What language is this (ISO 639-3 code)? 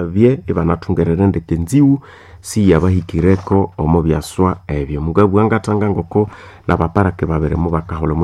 nnb